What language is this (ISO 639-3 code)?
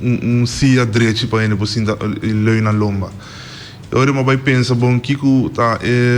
pap